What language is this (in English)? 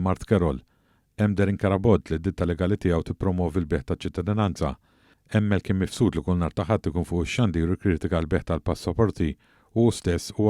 Maltese